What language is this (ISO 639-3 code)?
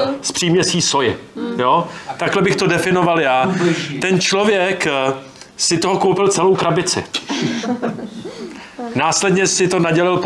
ces